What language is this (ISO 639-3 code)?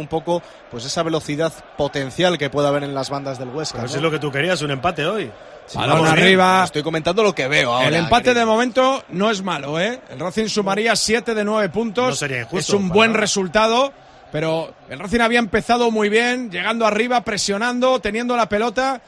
spa